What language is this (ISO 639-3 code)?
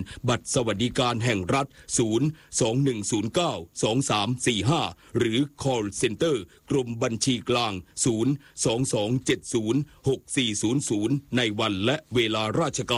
tha